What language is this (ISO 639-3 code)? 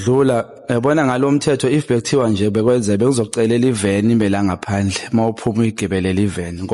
zul